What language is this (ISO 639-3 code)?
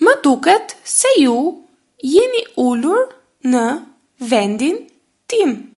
sqi